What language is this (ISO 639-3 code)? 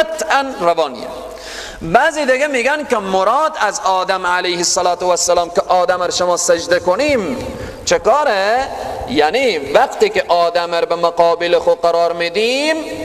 fas